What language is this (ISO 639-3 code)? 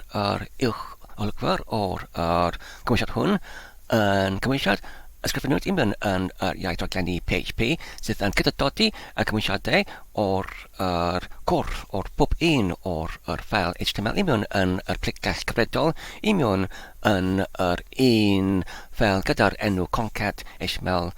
cym